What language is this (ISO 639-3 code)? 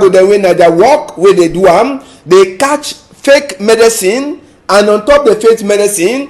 wes